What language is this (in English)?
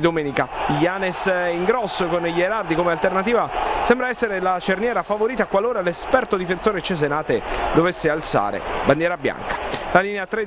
Italian